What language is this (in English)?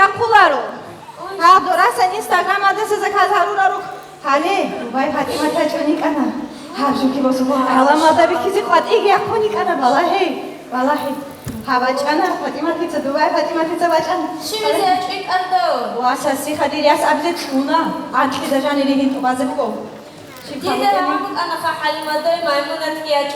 Avaric